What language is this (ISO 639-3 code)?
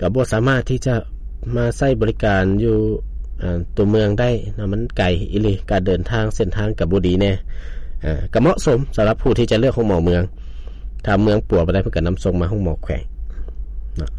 lao